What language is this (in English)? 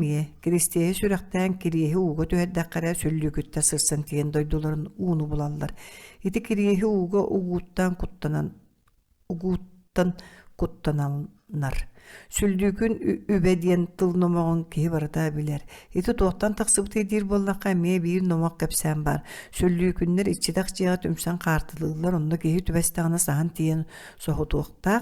Yakut